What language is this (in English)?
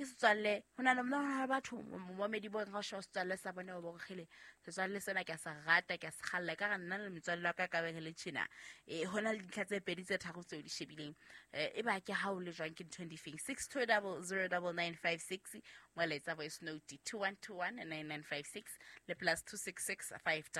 Southern Sotho